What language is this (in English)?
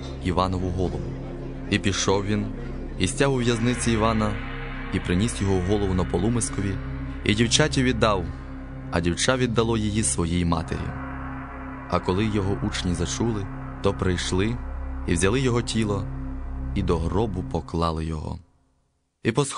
Ukrainian